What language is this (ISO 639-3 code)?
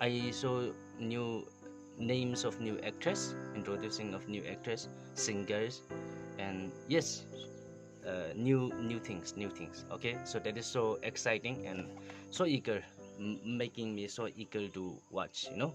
nmf